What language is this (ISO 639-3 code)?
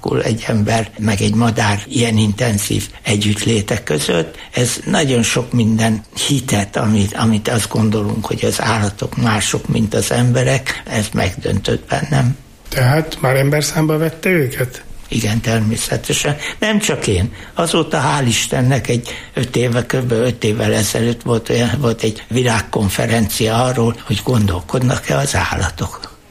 hun